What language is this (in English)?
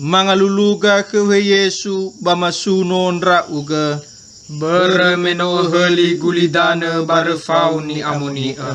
Nias